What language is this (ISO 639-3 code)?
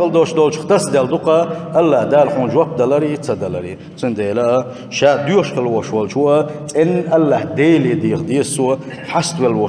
che